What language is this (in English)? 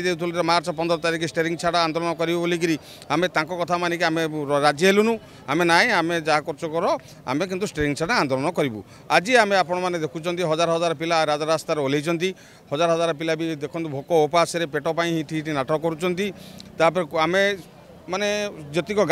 Odia